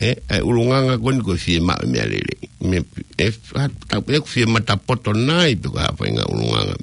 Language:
Tongan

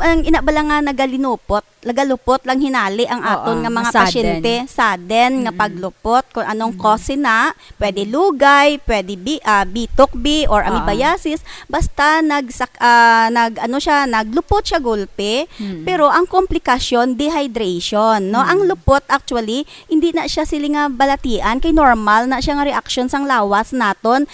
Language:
Hiligaynon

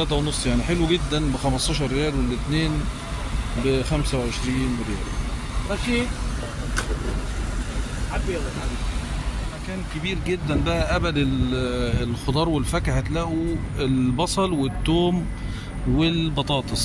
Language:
Egyptian Arabic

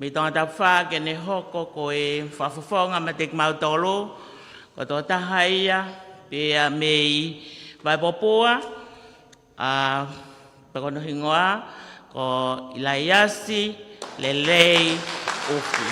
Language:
Tongan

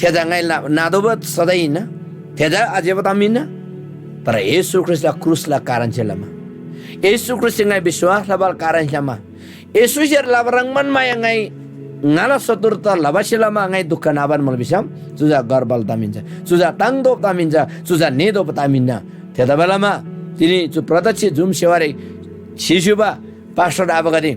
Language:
Eastern Tamang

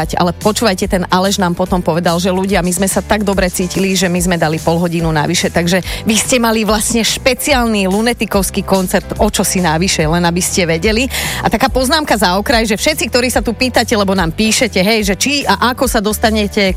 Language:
Slovak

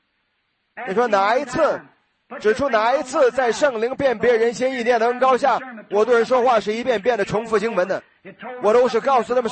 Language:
Chinese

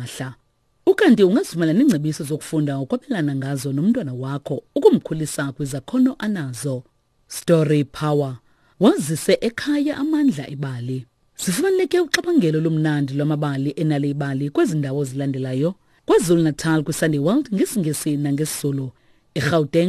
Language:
Xhosa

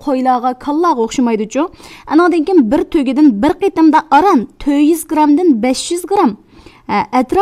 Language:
Uyghur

